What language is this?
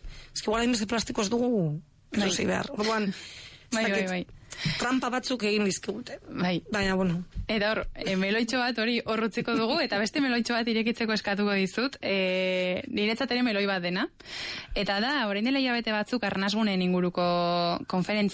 Basque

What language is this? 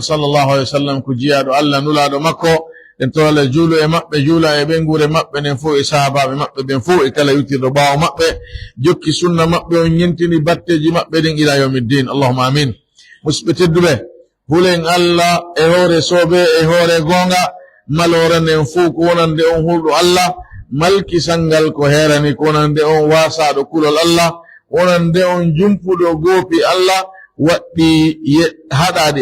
Pular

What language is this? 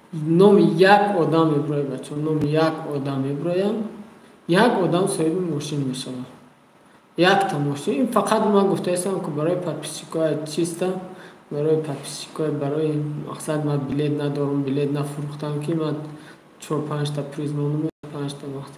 Tajik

